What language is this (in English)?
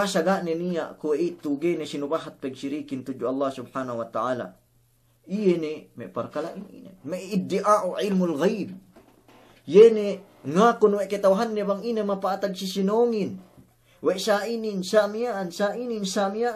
Yakan